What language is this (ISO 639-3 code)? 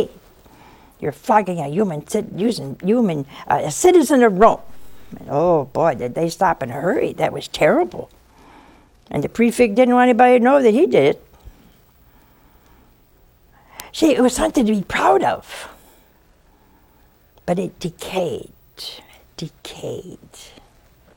eng